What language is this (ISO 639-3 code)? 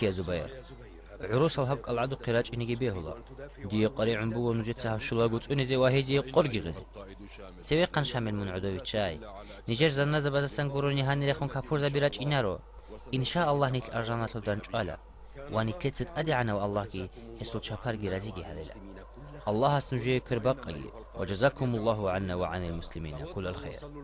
ava